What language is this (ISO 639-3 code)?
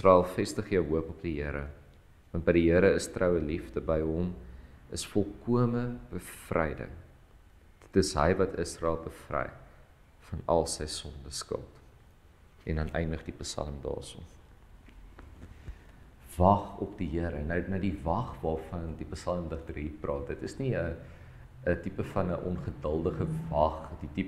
afr